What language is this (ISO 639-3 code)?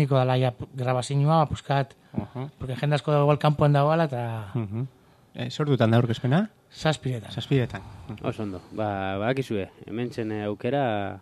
eus